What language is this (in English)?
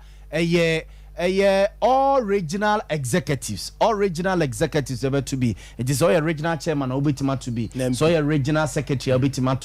Akan